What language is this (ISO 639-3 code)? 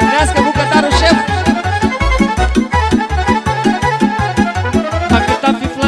ron